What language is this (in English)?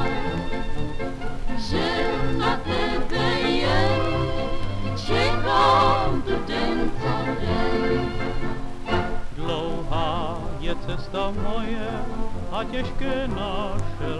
Czech